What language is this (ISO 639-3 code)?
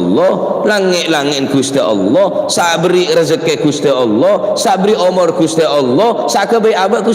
mad